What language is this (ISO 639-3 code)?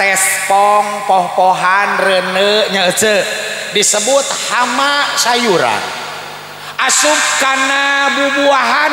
sun